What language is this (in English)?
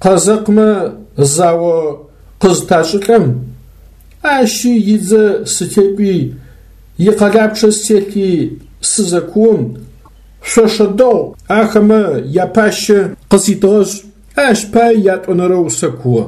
Adyghe